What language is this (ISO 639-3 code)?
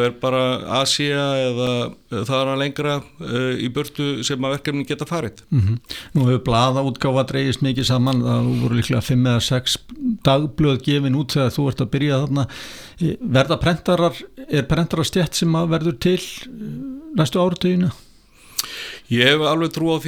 isl